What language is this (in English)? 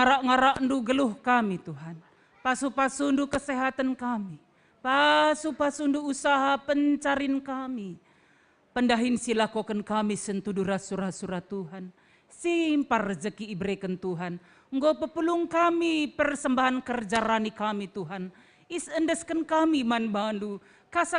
Batak Karo